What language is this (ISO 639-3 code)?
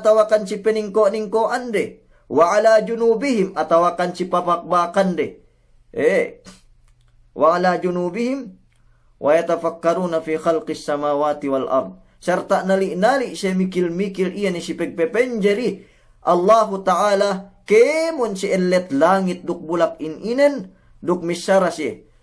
yka